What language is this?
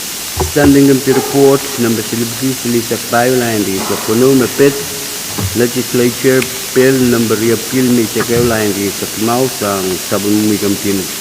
Pohnpeian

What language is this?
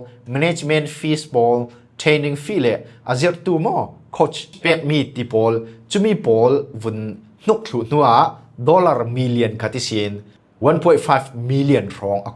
Falam Chin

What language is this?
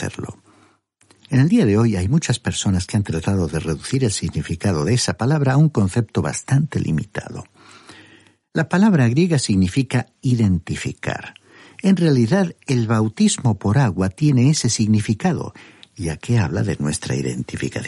Spanish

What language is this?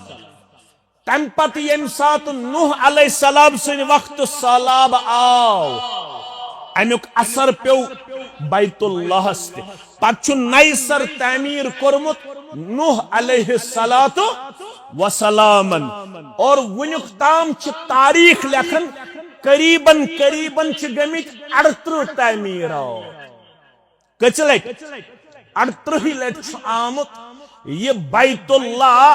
Kashmiri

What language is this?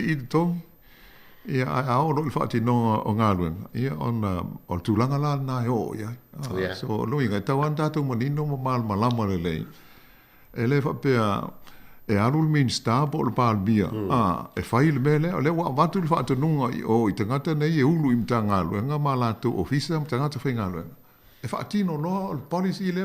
Samoan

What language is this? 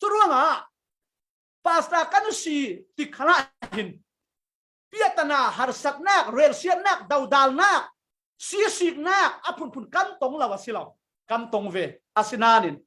Falam Chin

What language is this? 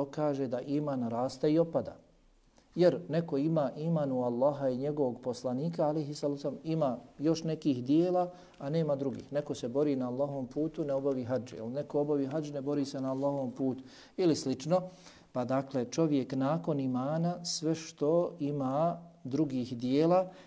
Bosnian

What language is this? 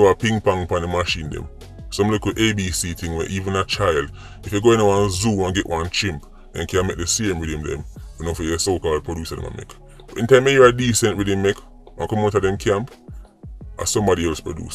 Jamaican Creole English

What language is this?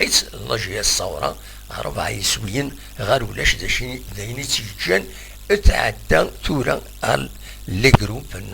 Kabyle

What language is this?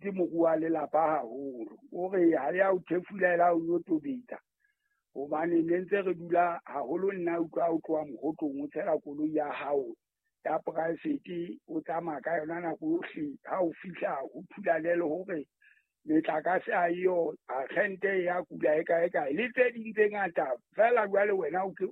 Southern Sotho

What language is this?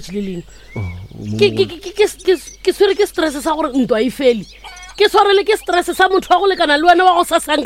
Northern Sotho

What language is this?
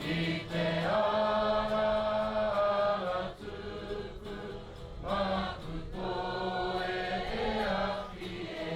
Māori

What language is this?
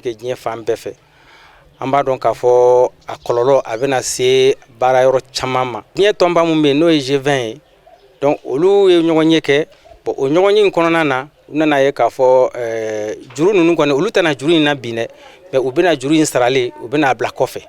Bambara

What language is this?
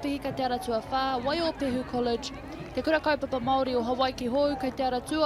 Māori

